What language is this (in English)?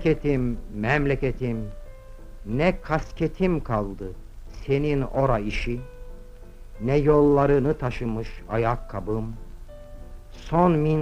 Turkish